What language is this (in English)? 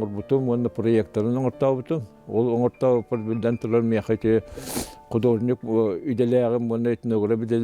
Yakut